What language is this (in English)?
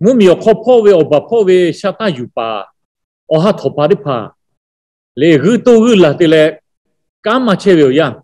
Lahu